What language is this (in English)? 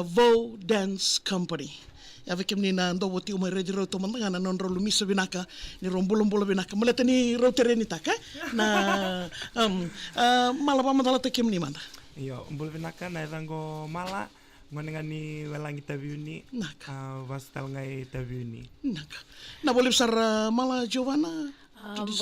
Fijian